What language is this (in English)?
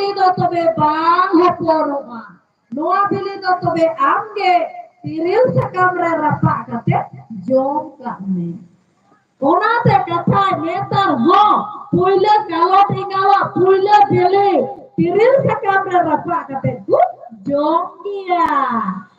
Santali